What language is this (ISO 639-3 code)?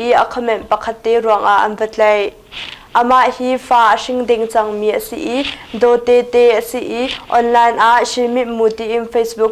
cnh